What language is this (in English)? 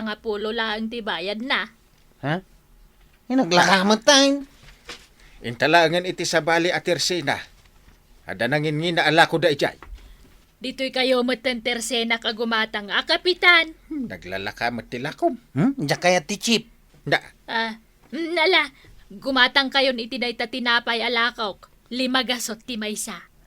Iloko